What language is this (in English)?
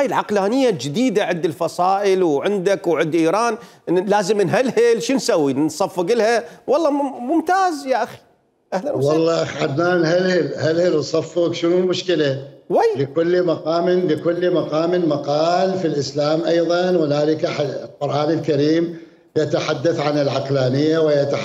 Mesopotamian Arabic